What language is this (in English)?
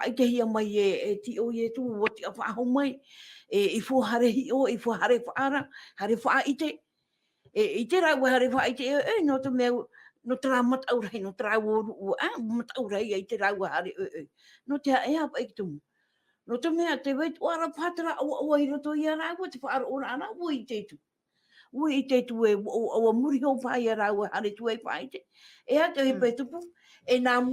Tahitian